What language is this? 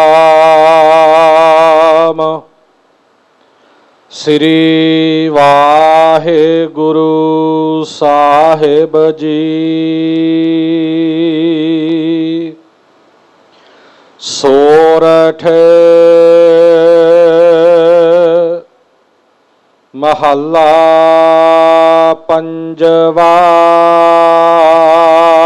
Punjabi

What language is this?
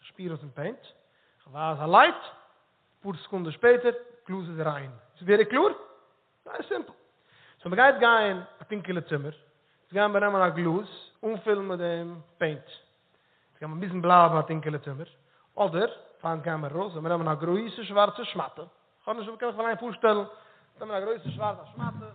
Yiddish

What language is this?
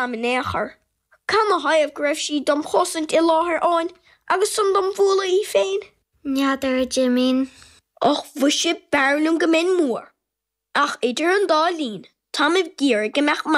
Irish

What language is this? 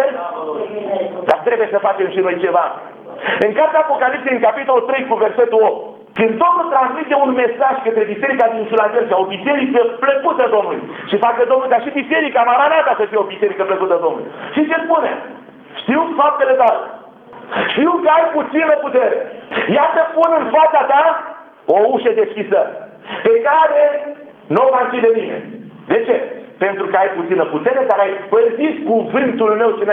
Romanian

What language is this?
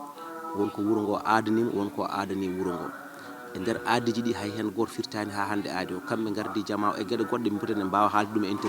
Fula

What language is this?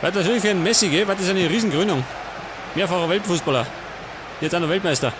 Bavarian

